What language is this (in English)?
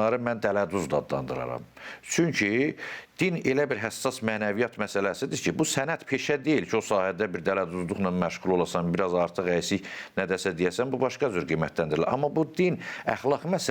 Azerbaijani